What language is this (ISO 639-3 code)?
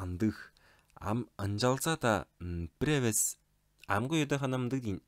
tyv